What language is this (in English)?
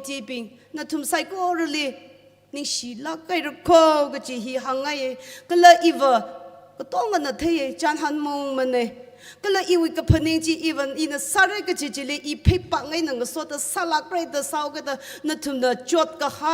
Tangkhul Naga (India)